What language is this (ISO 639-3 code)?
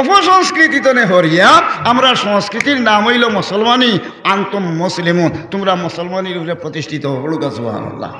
syl